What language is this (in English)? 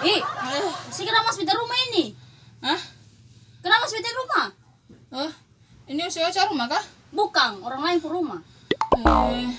Ambonese Malay